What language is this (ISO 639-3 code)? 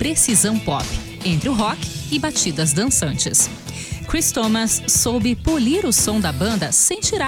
por